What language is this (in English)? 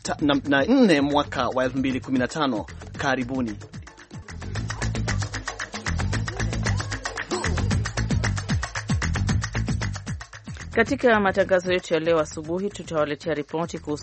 Swahili